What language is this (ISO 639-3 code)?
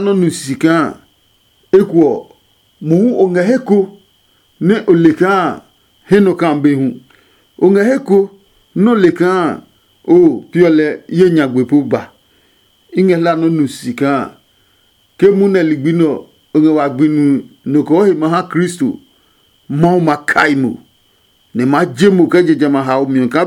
ada